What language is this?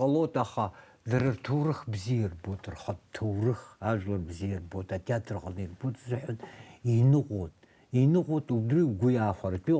Abkhazian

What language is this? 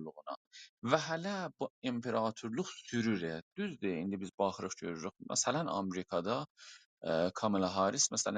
South Azerbaijani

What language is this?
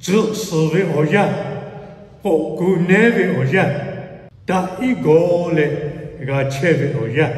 Lahu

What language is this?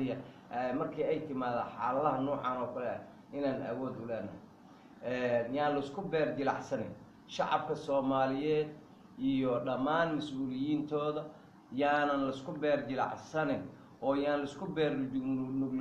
Somali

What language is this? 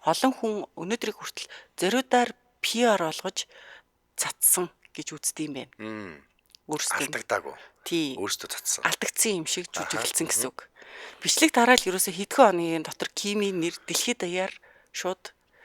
Mongolian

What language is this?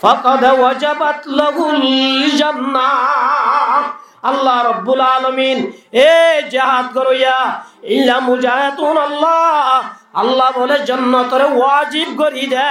Rohingya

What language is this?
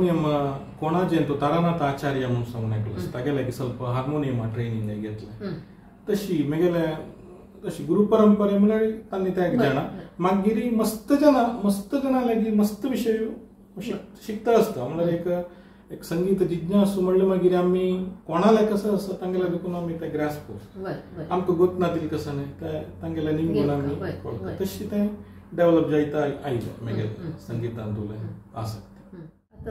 Konkani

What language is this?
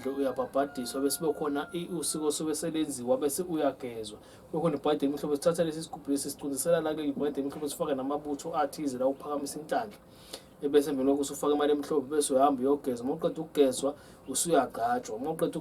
Zulu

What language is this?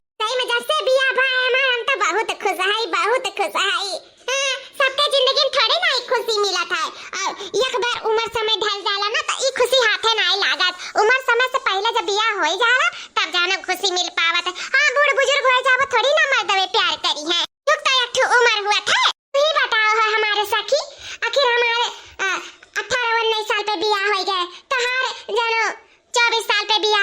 Awadhi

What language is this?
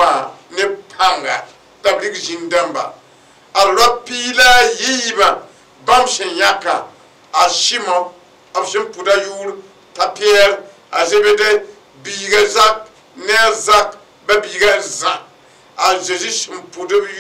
Mossi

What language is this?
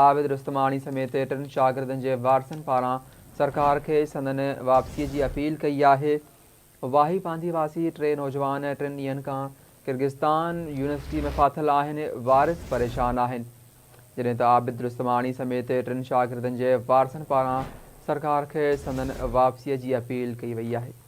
Sindhi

